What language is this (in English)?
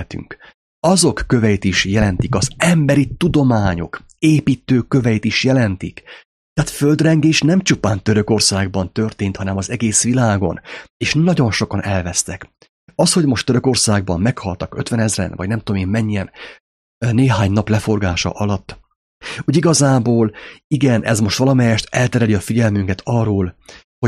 Hungarian